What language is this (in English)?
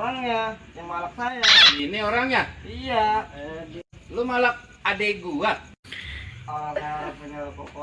Betawi